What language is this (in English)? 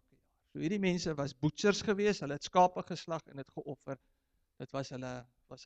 Afrikaans